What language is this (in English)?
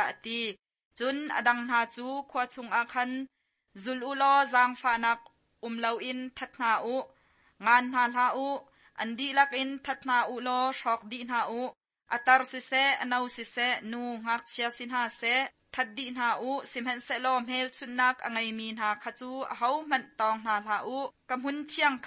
Hakha Chin